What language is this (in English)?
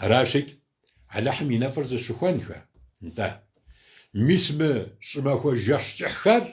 Kabardian